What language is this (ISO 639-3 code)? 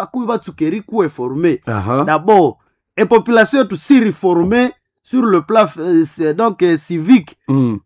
nnb